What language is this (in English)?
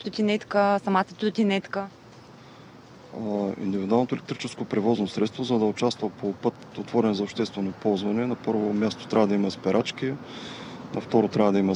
Bulgarian